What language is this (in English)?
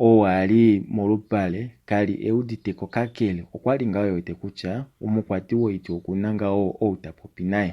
Kuanyama